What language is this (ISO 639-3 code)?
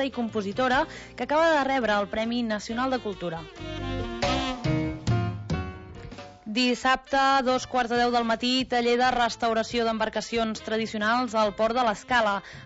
cat